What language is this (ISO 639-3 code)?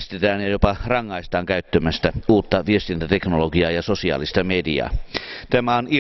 fin